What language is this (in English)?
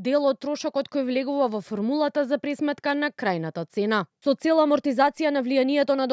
Macedonian